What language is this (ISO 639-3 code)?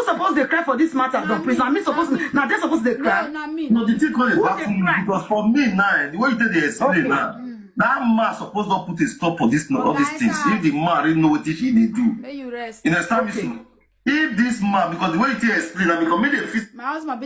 pcm